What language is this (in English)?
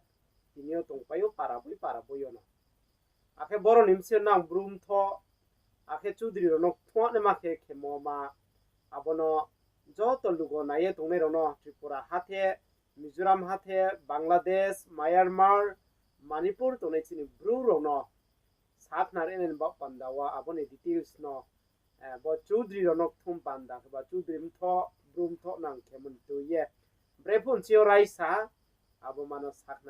Riang (India)